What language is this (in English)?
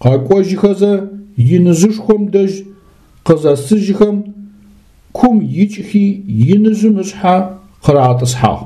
Adyghe